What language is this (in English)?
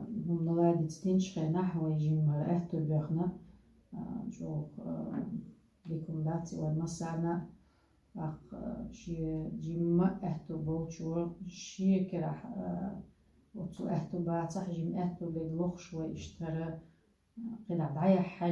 Chechen